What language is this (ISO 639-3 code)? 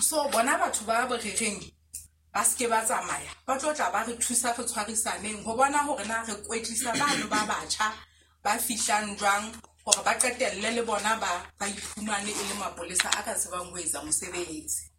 sot